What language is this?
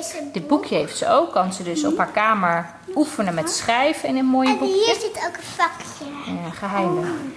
Dutch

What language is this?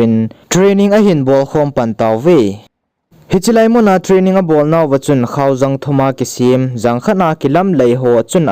Thado Chin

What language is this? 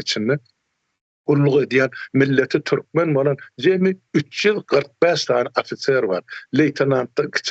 Turkmen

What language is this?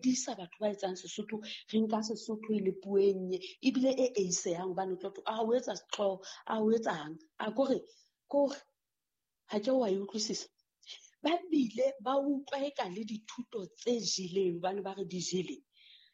Southern Sotho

